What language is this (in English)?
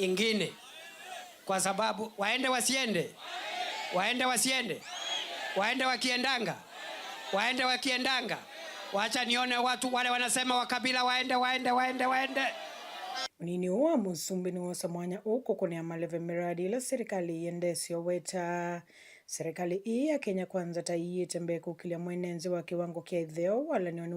Kamba